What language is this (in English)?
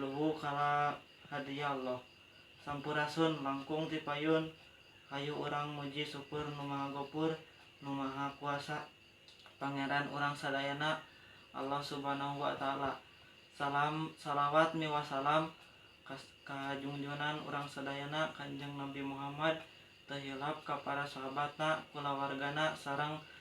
Sundanese